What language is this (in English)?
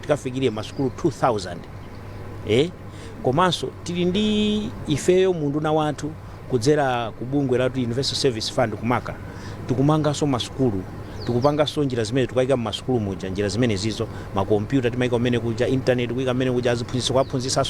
Nyanja